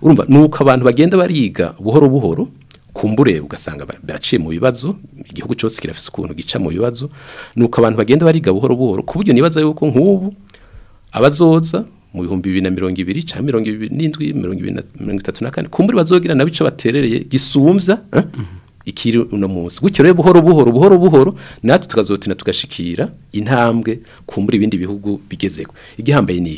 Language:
Rundi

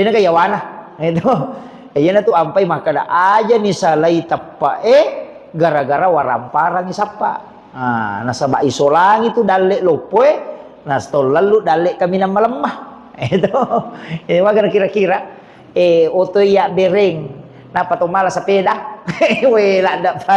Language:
Buginese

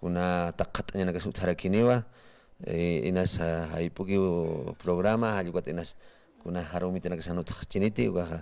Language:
Aymara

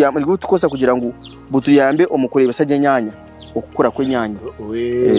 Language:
Nyankole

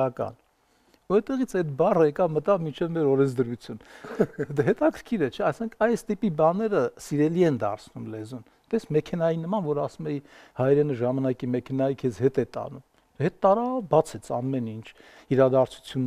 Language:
Armenian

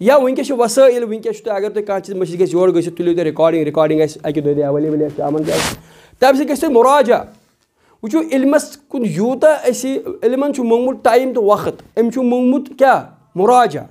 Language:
Kashmiri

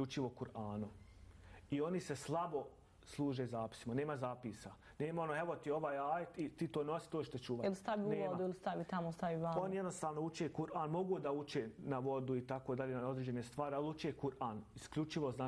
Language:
Bosnian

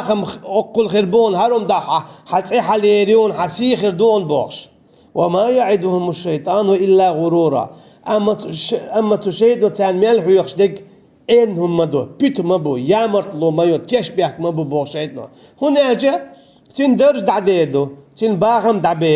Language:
Chechen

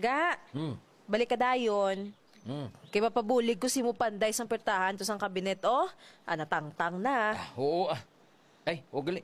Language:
Hiligaynon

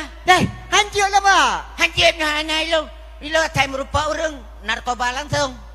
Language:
Achinese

